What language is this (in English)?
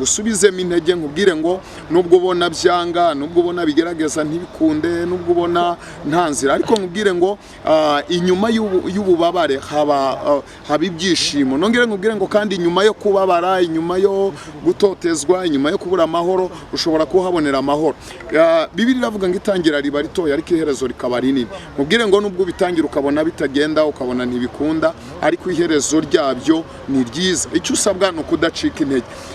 Kinyarwanda